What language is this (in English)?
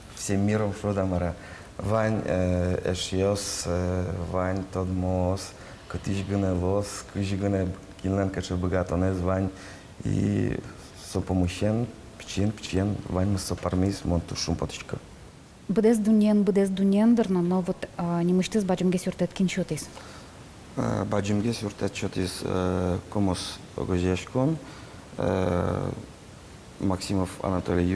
Udmurt